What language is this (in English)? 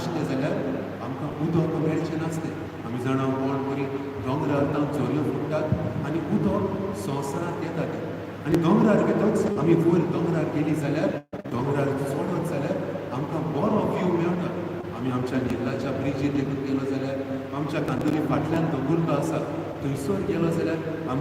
Konkani